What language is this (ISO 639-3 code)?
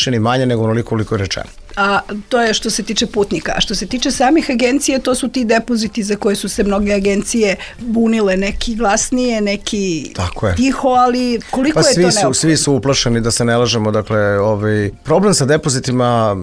srp